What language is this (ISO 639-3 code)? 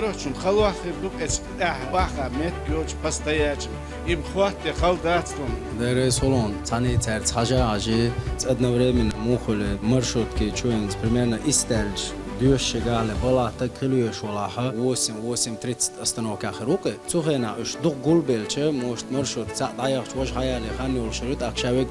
che